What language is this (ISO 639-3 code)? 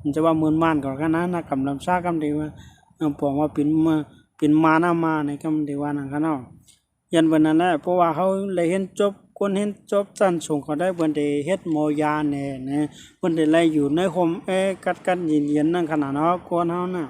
shn